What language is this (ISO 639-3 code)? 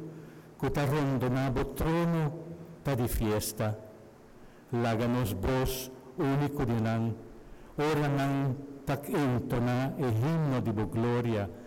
pap